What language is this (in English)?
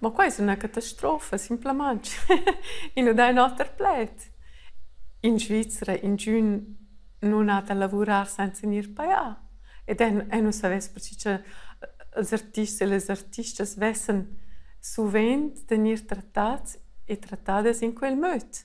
Romansh